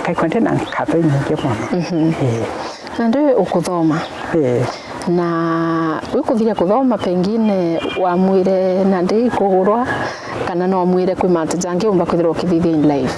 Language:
Meru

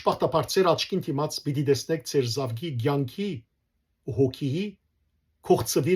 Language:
Western Armenian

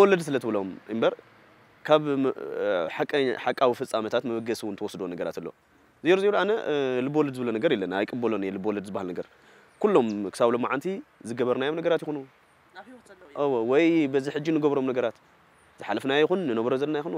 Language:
Tigrinya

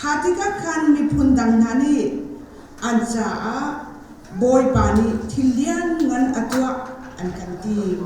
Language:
Hakha Chin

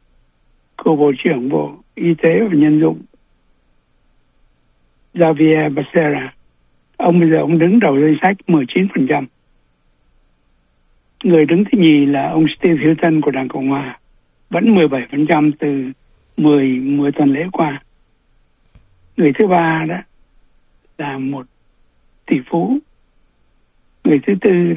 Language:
Vietnamese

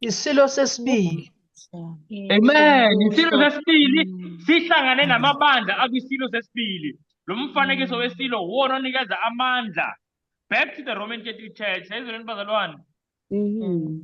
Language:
Zulu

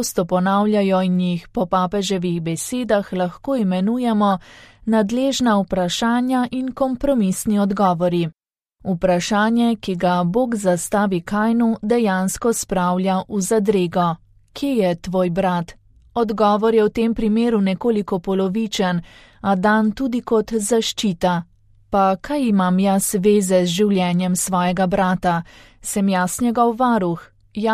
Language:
Slovenian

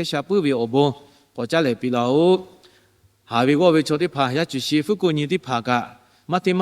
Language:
Lahu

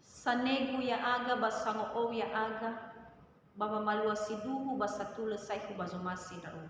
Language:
Nias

